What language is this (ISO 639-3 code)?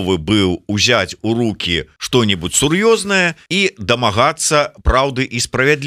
bel